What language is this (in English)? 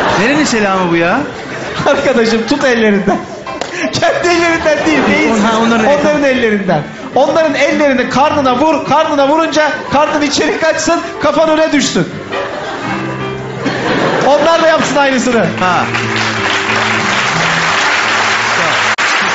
Turkish